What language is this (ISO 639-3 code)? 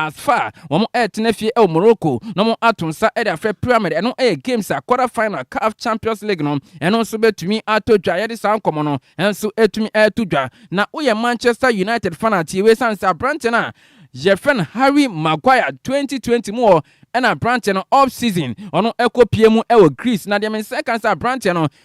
aka